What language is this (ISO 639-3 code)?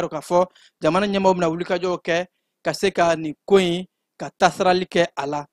bam